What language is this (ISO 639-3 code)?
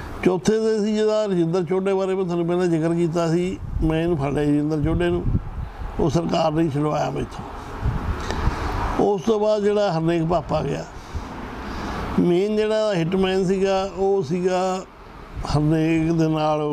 pan